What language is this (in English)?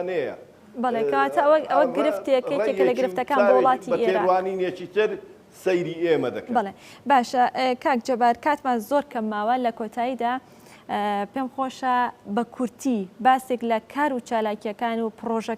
Central Kurdish